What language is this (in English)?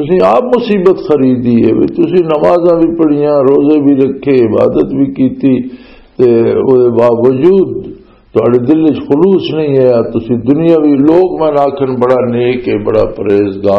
Western Panjabi